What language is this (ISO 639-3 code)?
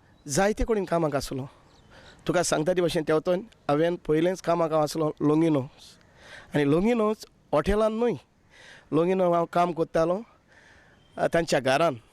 kok